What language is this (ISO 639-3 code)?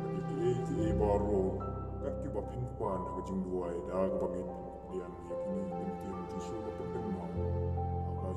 kha